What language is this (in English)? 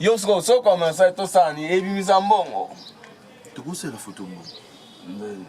Lingala